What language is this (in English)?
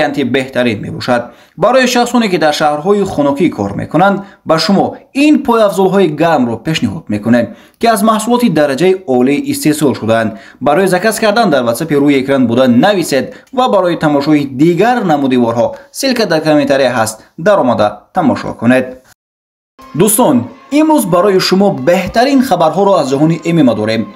Tajik